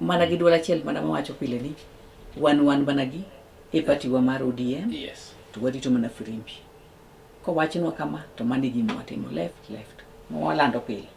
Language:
Luo (Kenya and Tanzania)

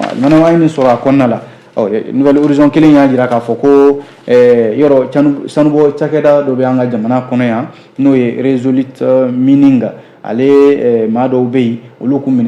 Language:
Bambara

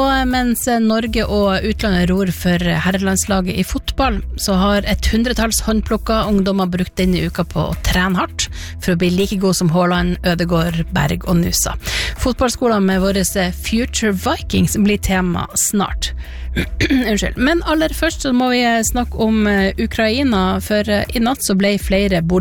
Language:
Norwegian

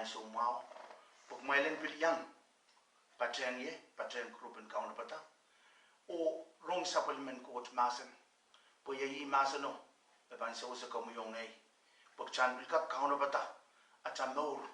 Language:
Pohnpeian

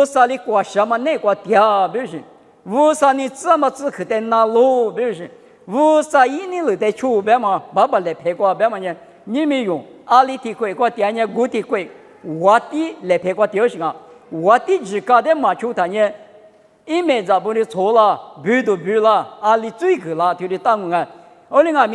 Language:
Lisu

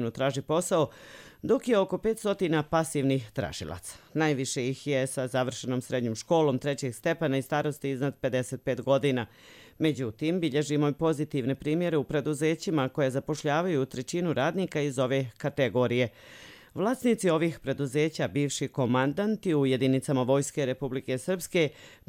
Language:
Bosnian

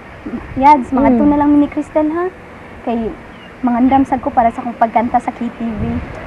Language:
Cebuano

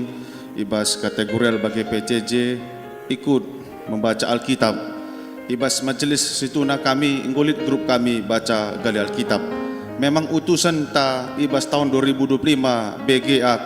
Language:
Batak Karo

